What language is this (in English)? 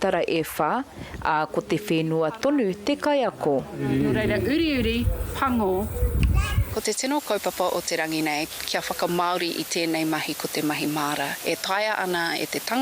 Māori